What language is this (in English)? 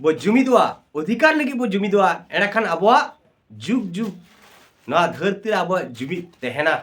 Santali